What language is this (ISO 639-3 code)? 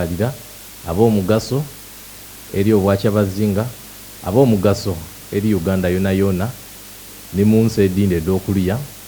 xog